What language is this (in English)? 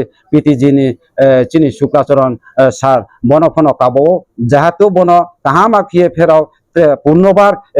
Riang (India)